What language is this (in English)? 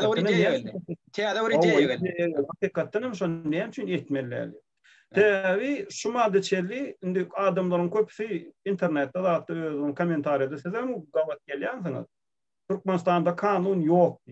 Turkmen